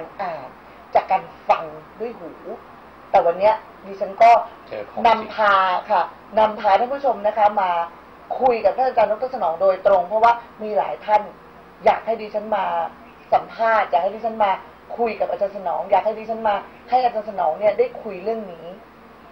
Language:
Thai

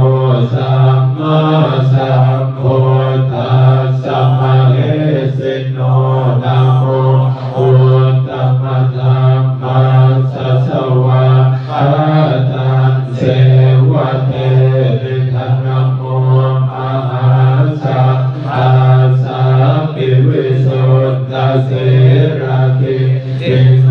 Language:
Pali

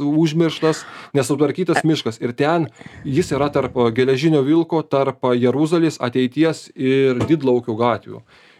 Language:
Lithuanian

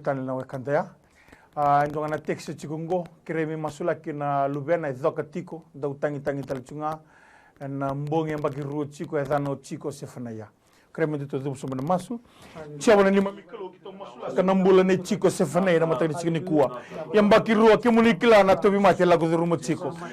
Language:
Fijian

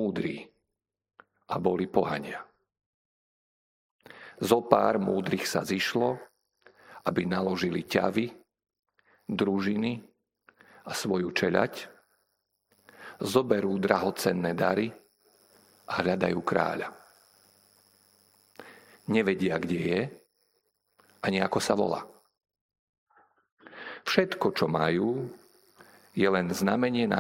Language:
Slovak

